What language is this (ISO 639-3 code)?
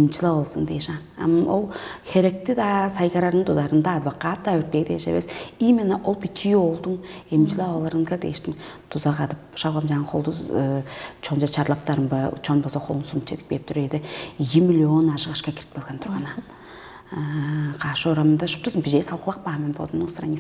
tyv